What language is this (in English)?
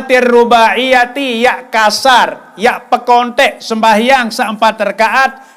Sasak